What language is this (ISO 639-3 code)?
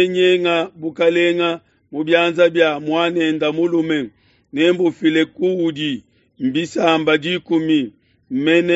lua